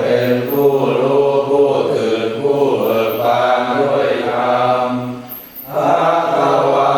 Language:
Pali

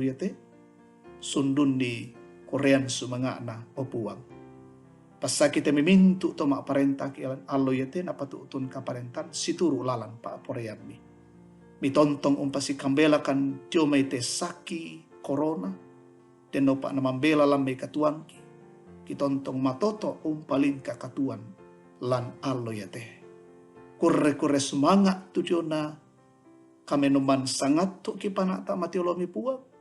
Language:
Toraja-Sa'dan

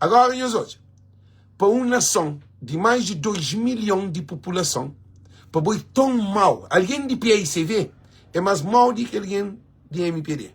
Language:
Kabuverdianu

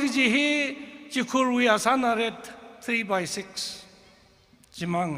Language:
Tangkhul Naga (India)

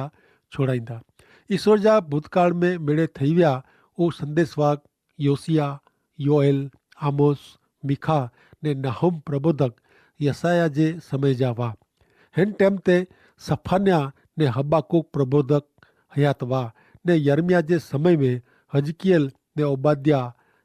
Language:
Kachhi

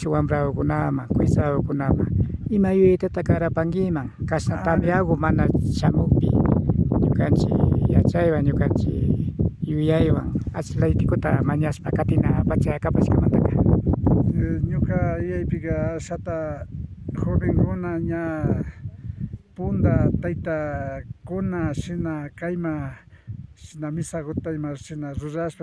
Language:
Imbabura Highland Quichua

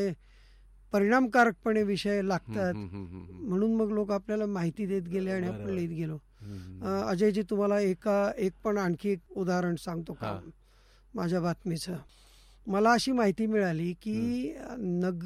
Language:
Marathi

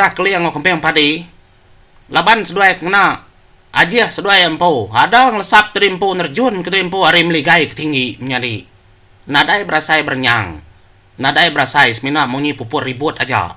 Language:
Iban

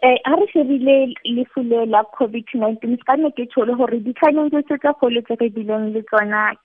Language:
Southern Sotho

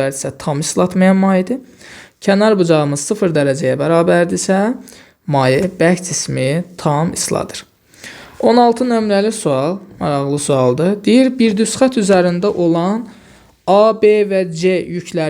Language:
Azerbaijani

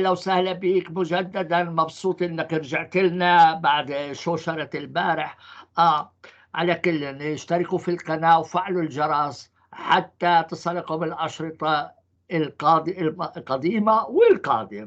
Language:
North Levantine Arabic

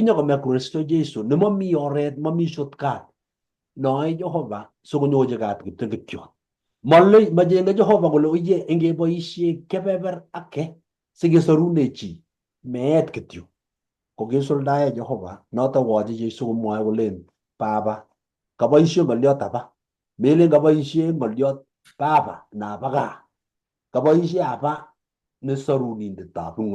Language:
Kalenjin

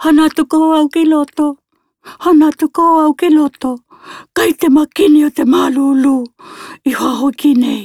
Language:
Tokelau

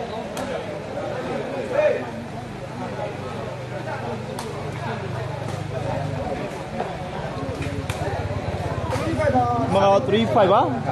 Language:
Burmese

